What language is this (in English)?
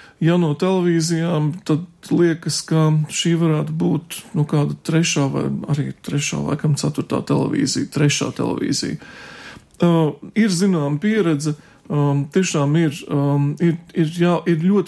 Latvian